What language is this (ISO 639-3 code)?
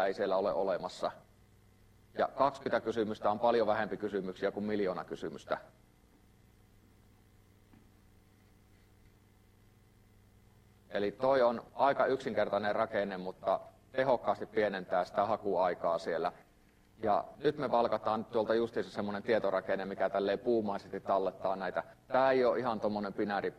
fin